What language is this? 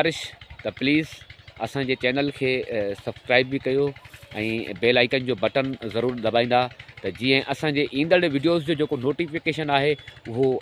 Sindhi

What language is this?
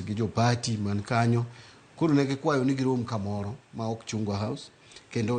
Luo (Kenya and Tanzania)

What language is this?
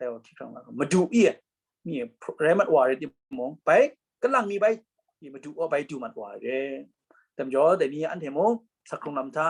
Kachin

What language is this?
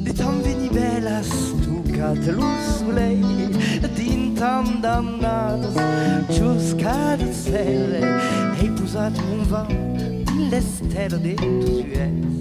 Occitan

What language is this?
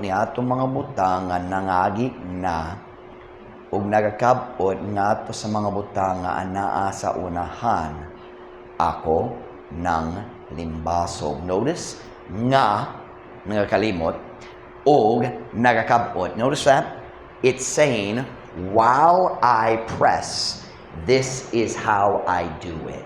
Cebuano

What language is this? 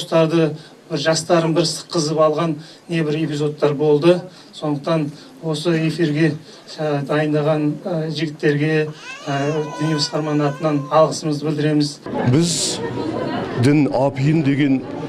Kazakh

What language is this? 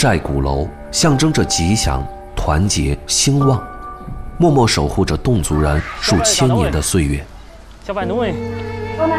Chinese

